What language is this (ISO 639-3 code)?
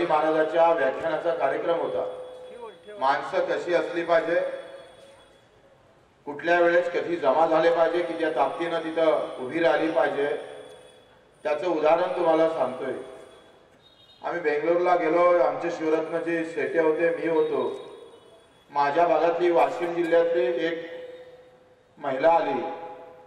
mar